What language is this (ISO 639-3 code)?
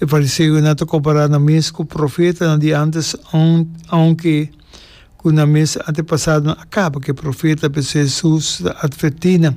pap